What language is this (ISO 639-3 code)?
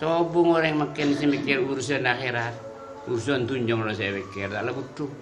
mad